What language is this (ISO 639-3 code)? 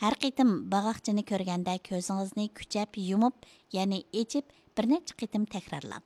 uig